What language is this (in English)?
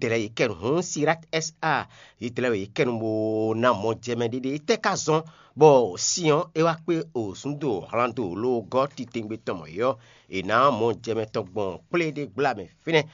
Fon